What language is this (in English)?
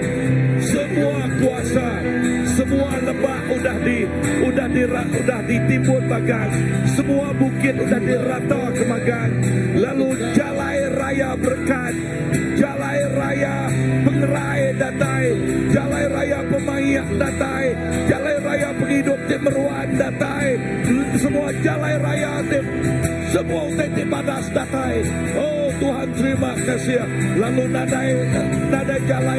Iban